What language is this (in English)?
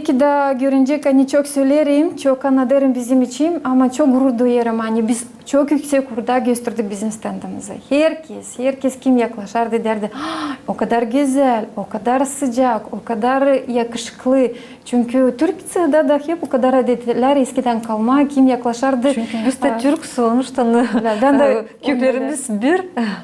Gagauz